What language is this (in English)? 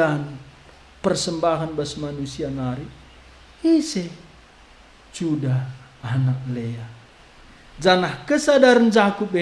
Batak Karo